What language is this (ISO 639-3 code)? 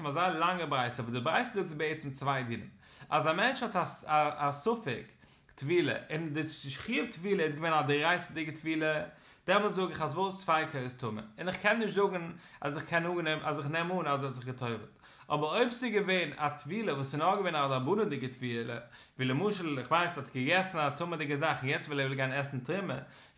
yid